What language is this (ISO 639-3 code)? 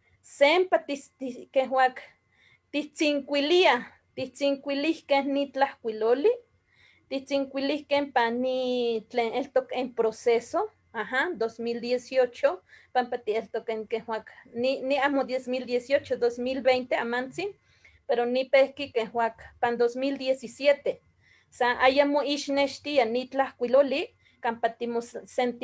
nhe